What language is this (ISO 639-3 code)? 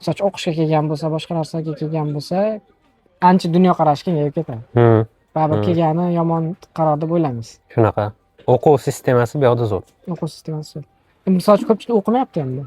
uzb